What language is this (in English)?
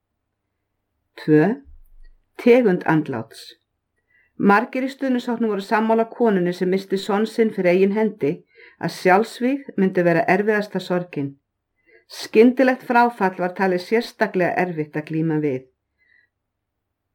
Icelandic